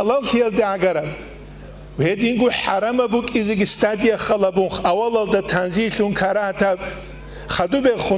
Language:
Avaric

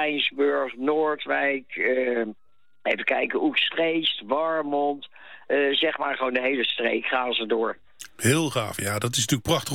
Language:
Dutch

